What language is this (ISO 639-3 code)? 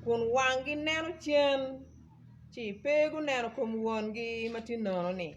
ach